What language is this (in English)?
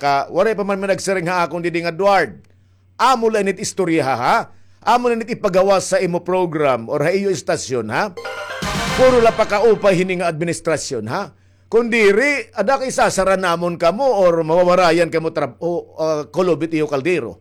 Waray